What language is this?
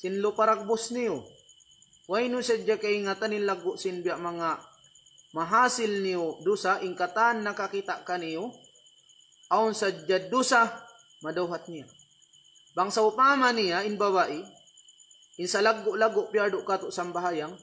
Tausug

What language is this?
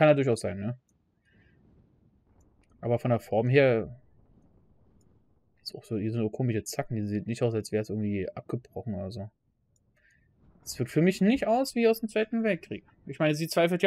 German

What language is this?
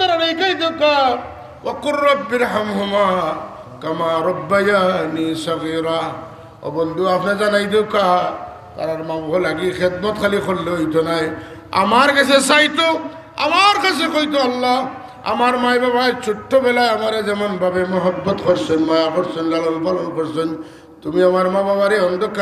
Sylheti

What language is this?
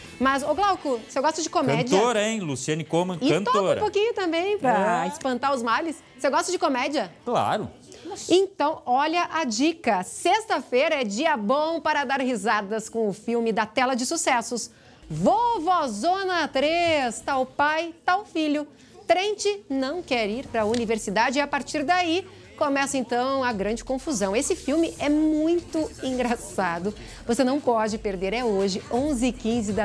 Portuguese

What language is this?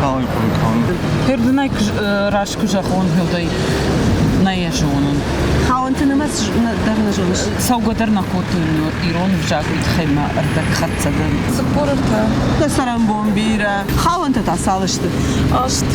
Ossetic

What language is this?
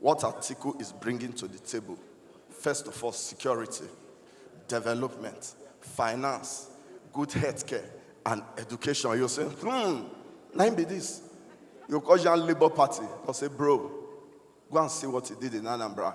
Nigerian Pidgin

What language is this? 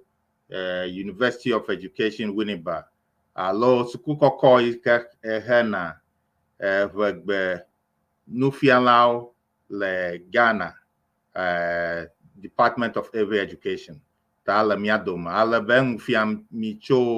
Ewe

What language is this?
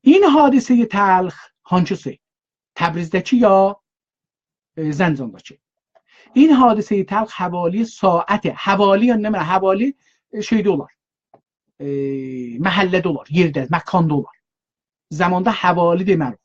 South Azerbaijani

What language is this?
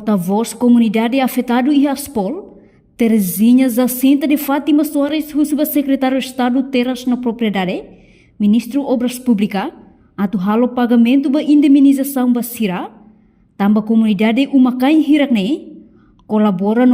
Tetum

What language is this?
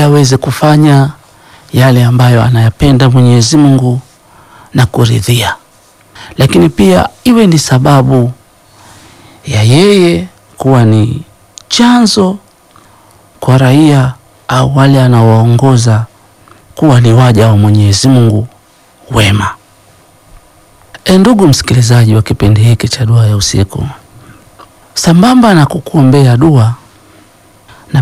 Swahili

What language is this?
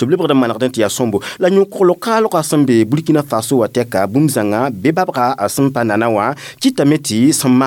Mossi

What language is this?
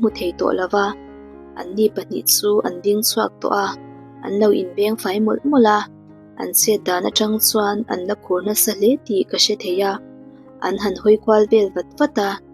Mizo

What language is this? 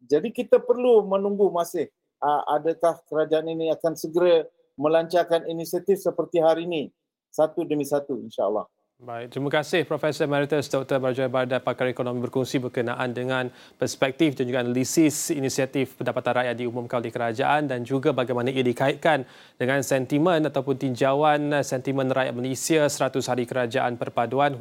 Malay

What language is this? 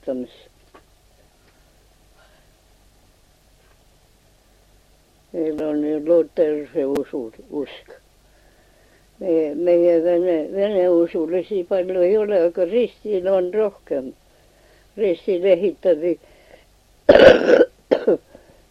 Estonian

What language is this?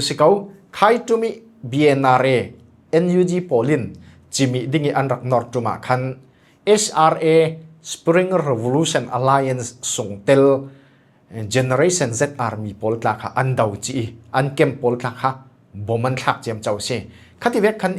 Falam Chin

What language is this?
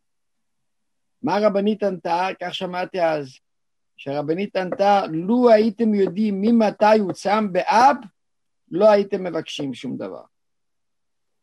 Hebrew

